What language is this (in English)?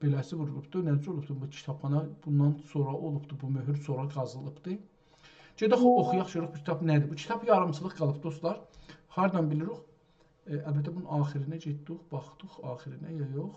South Azerbaijani